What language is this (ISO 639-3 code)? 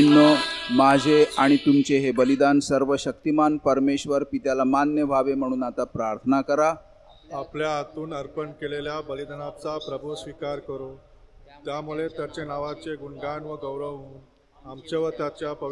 mar